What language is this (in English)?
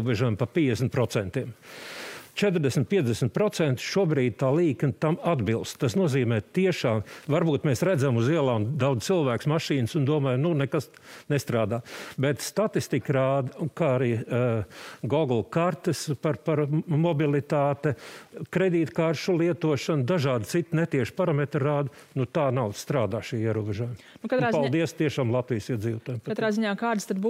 Latvian